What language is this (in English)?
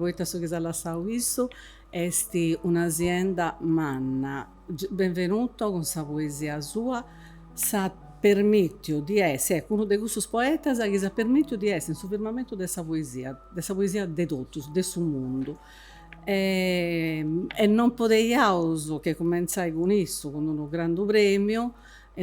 Sardinian